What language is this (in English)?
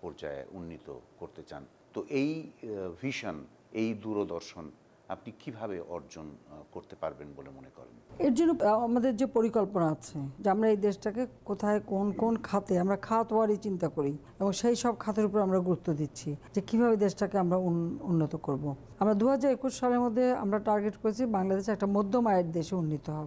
Bangla